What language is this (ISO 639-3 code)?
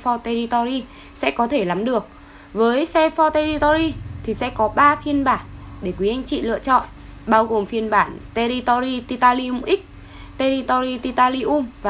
vie